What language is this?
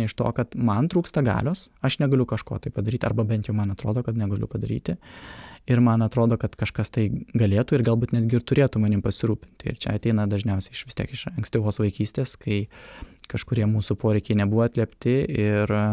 Lithuanian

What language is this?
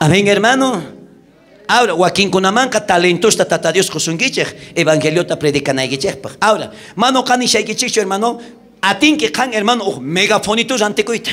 South Bolivian Quechua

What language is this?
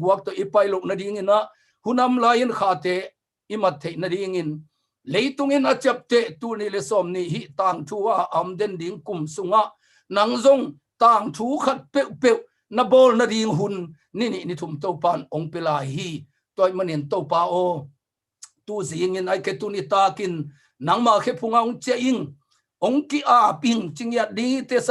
Tedim Chin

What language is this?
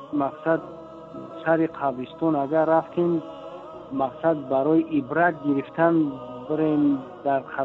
Tajik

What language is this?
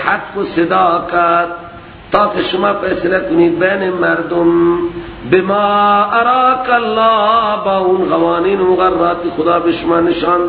Persian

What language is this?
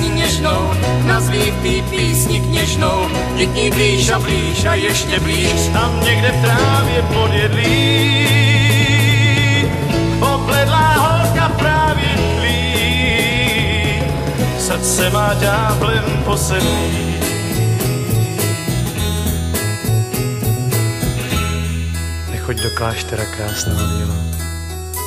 Czech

